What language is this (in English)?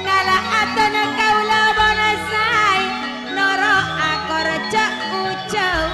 Madurese